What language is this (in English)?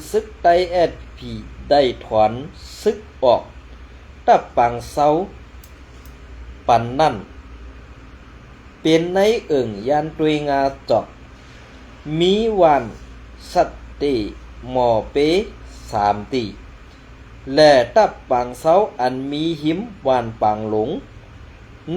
Shan